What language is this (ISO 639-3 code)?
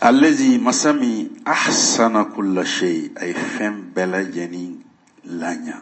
bam